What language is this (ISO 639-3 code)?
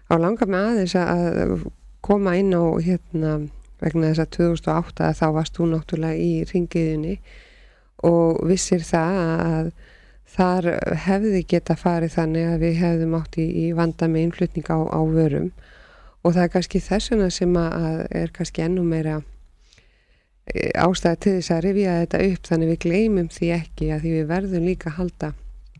isl